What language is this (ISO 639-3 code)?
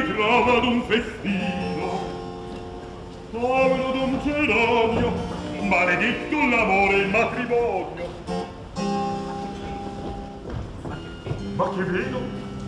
ita